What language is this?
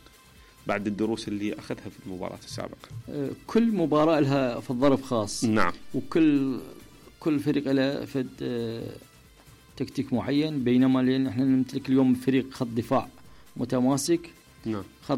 Mesopotamian Arabic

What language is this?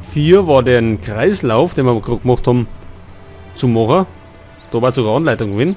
Bavarian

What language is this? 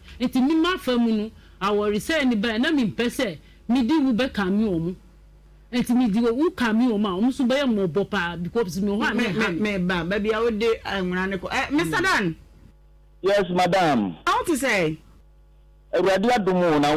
Akan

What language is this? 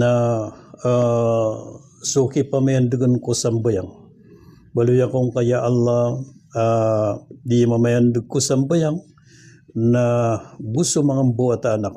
Maranao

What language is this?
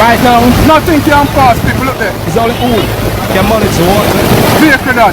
Jamaican Creole English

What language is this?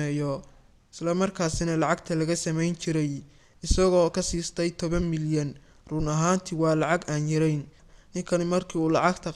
Somali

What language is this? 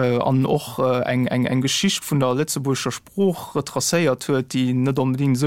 Luxembourgish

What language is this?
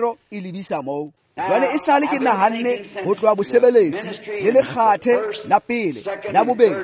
Tswana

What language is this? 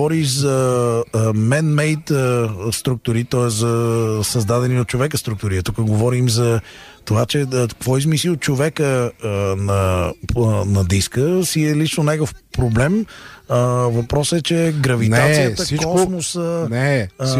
Bulgarian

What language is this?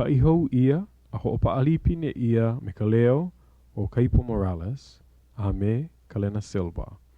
Hawaiian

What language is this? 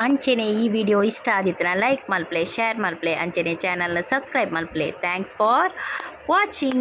Tulu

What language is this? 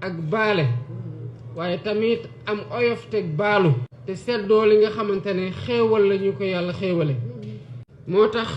Wolof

